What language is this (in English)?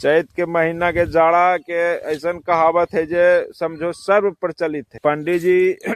Magahi